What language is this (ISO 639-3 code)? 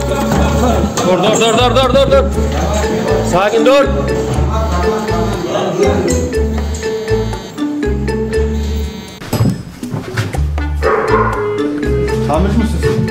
tur